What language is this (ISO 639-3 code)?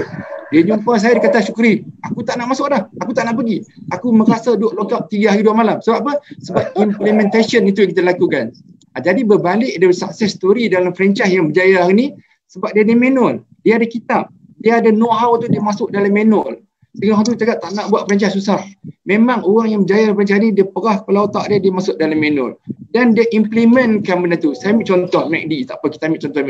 msa